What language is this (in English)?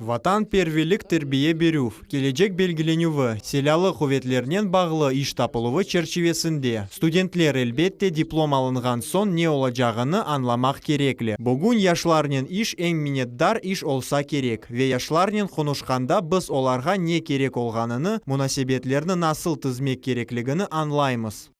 Crimean Tatar